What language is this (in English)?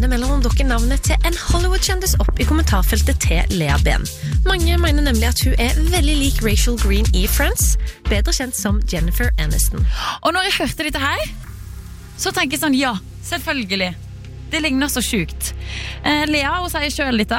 Norwegian